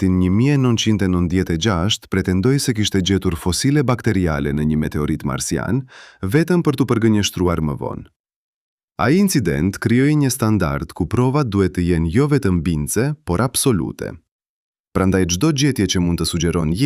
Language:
Albanian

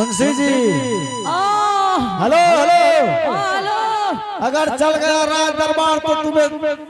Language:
Angika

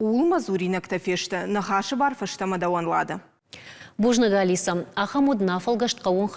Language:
Ossetic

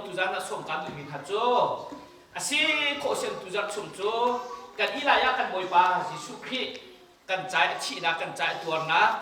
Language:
Hakha Chin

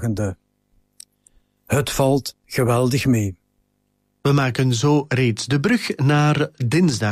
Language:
Dutch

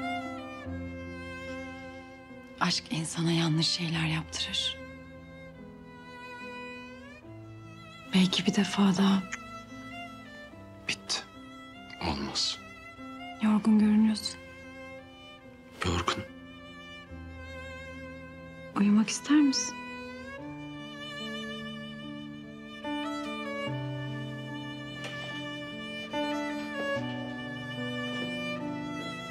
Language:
Turkish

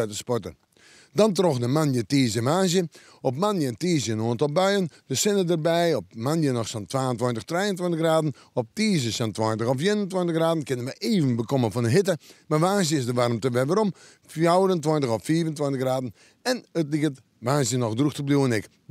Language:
Western Frisian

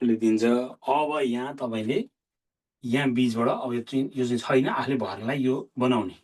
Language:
Nepali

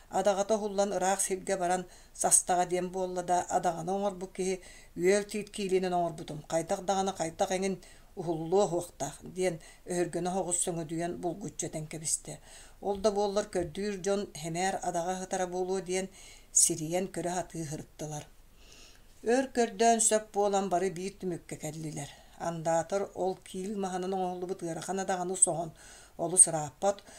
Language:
Yakut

